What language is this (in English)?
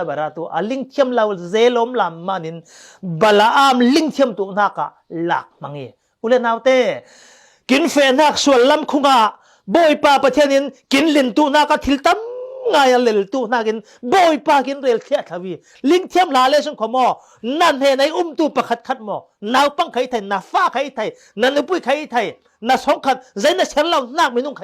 Falam Chin